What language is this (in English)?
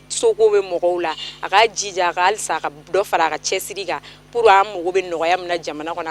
Bambara